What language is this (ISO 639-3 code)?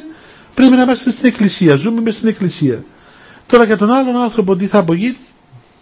ell